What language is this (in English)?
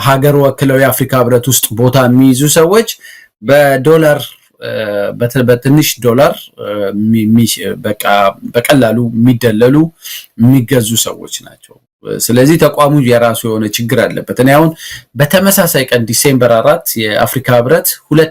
Amharic